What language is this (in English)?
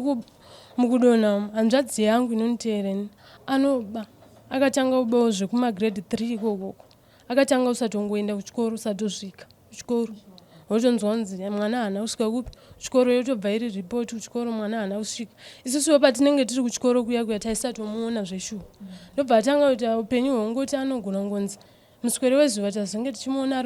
Shona